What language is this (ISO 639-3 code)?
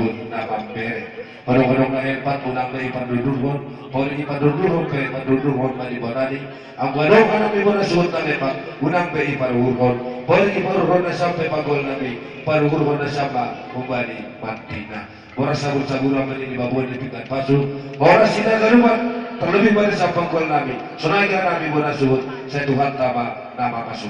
bts